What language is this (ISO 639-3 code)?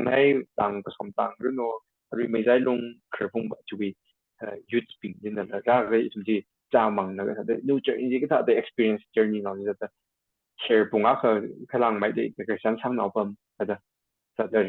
nmf